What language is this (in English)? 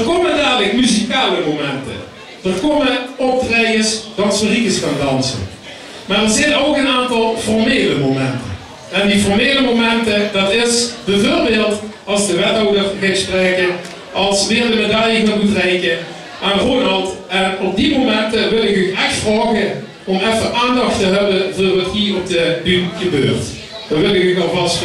Limburgish